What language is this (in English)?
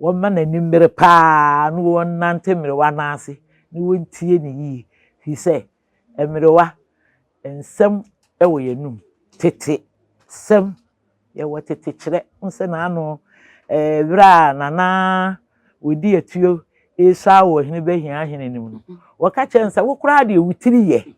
Akan